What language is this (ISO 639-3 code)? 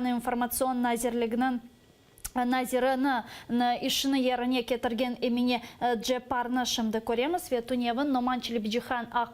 crh